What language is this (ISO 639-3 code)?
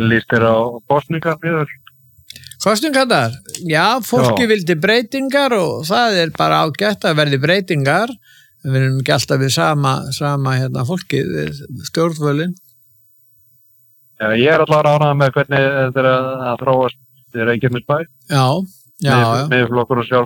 isl